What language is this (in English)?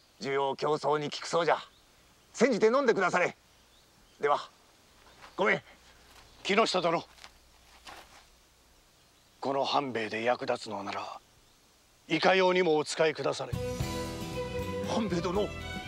Japanese